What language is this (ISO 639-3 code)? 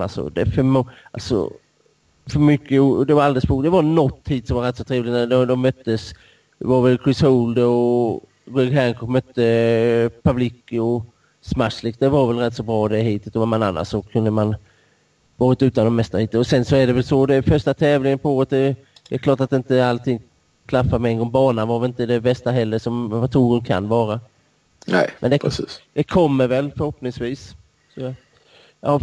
swe